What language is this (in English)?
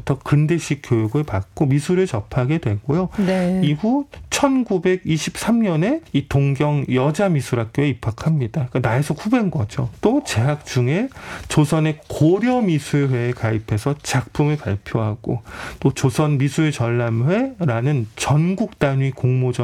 Korean